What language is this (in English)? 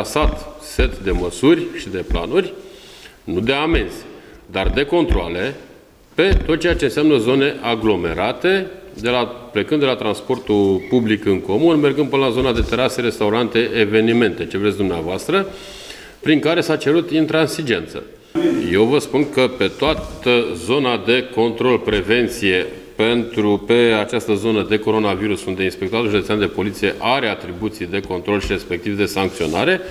Romanian